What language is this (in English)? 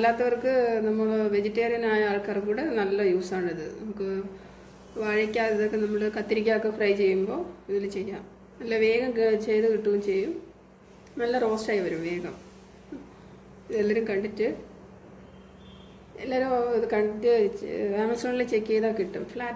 Malayalam